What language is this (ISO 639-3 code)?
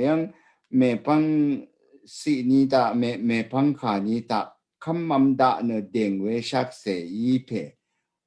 raw